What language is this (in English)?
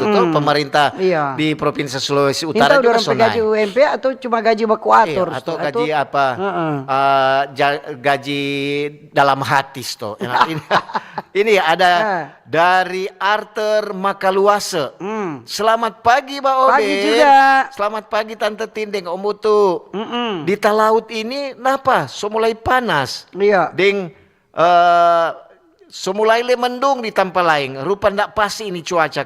Manado Malay